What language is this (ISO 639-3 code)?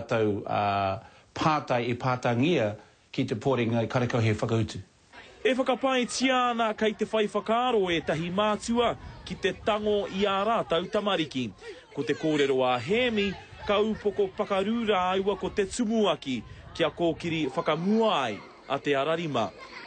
mri